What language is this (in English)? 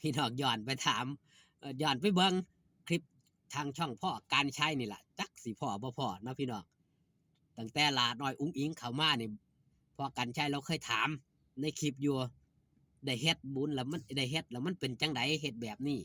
Northeastern Thai